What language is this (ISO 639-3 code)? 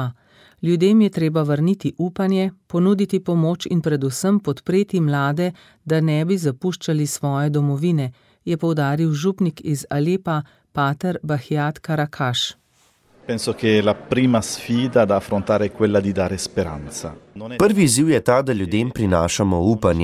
slv